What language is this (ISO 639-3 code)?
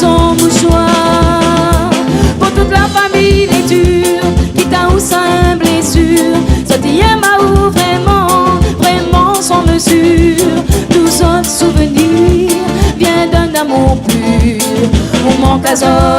rcf